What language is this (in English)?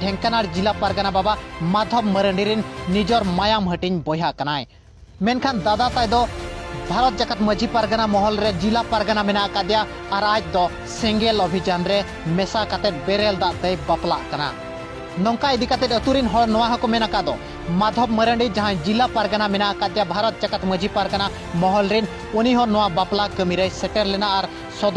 Santali